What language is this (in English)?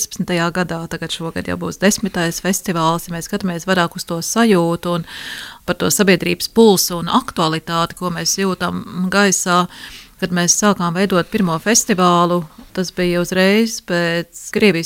Latvian